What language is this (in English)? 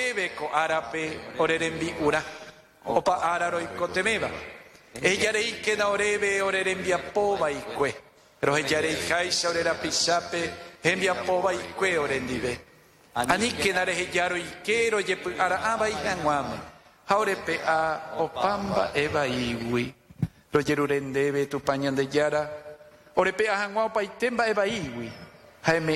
Guarani